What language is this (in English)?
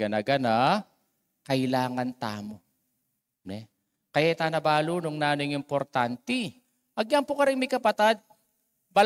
Pampanga